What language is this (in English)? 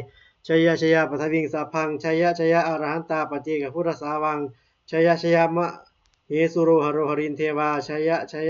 Pali